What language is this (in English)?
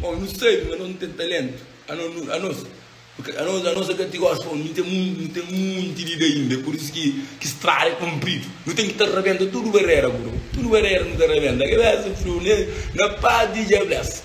Kabuverdianu